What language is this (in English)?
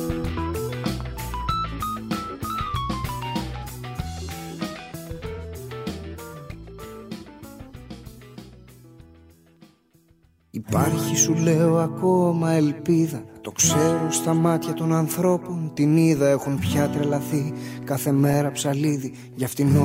Greek